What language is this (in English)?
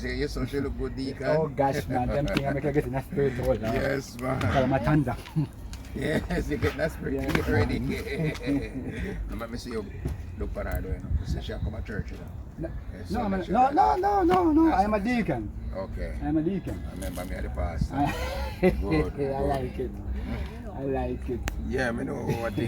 Jamaican Creole English